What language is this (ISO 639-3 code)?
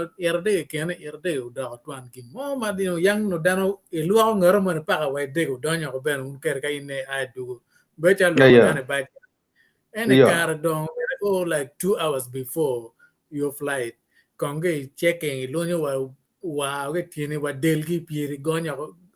ach